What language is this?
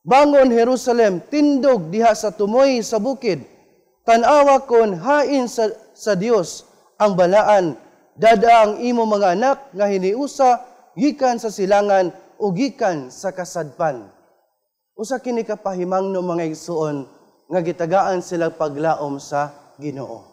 Cebuano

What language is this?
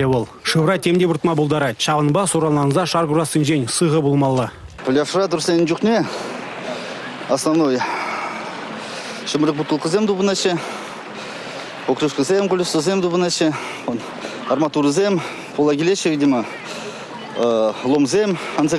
Chuvash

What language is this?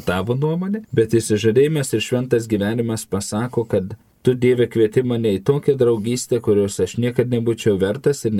Lithuanian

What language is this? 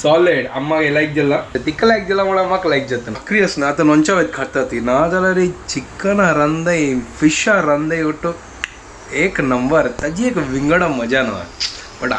Konkani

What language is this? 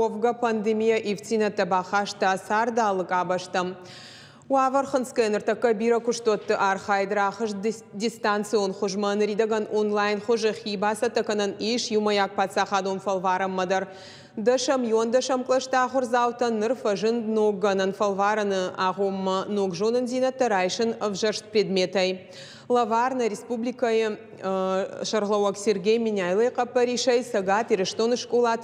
Ossetic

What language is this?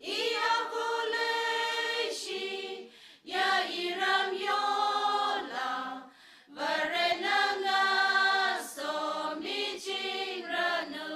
Tangkhul Naga (India)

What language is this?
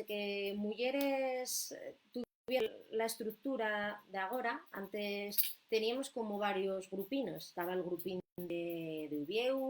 Asturian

